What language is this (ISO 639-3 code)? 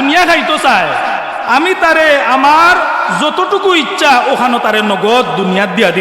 syl